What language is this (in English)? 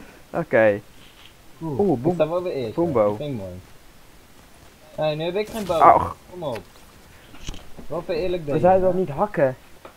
Dutch